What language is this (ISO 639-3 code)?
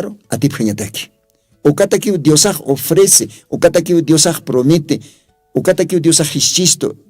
aym